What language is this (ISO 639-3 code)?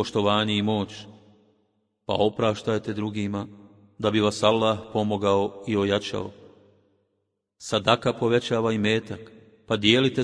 bos